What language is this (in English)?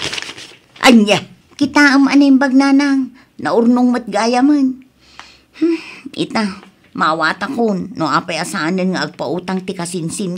Iloko